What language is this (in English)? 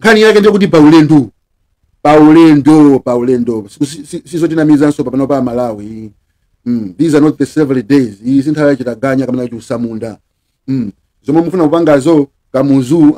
Nyanja